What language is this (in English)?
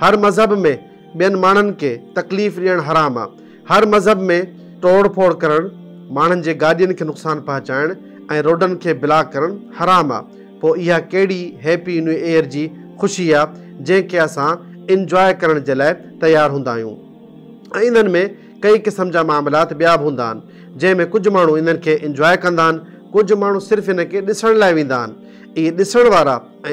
Sindhi